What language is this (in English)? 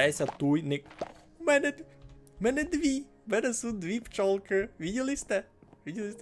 Rusyn